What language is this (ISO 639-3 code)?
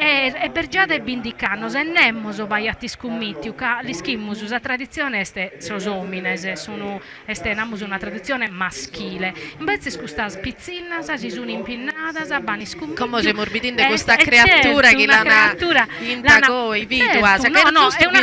srd